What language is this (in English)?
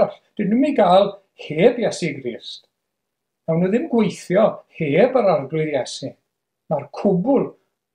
Welsh